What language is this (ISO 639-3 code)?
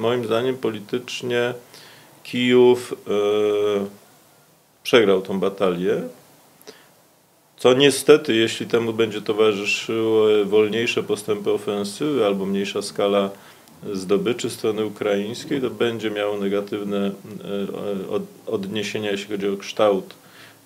pol